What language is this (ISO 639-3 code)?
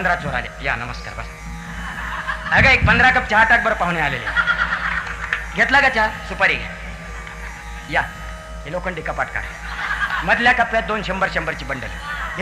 mar